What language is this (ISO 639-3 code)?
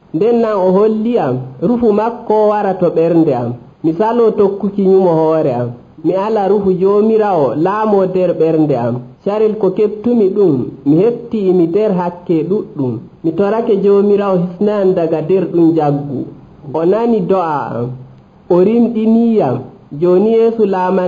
fuv